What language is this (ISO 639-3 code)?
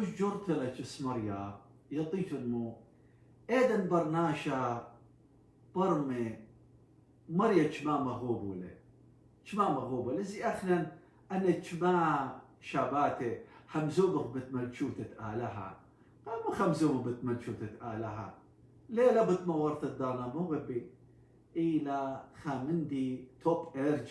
aii